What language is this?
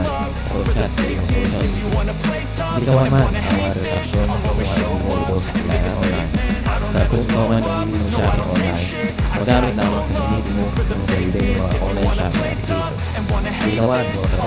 Hiligaynon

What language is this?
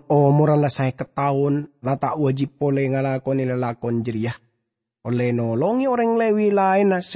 Madurese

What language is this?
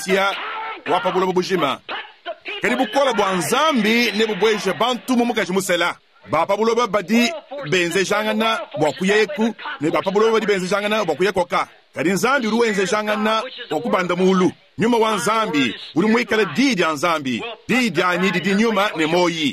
Luba-Lulua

